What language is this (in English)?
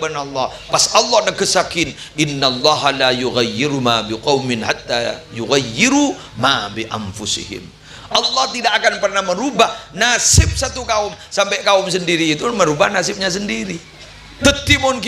Madurese